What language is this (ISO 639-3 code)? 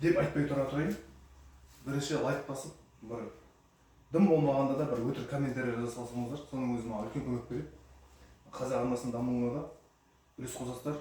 kaz